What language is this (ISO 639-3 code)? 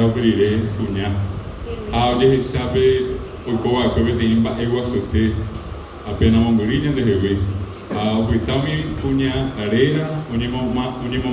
grn